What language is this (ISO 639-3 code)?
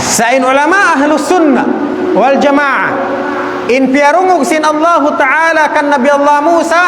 tsg